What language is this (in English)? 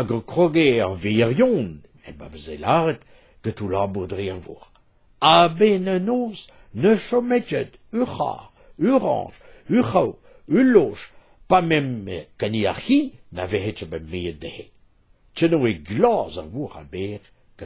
Breton